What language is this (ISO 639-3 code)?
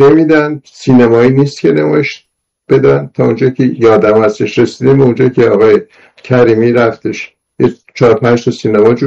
fas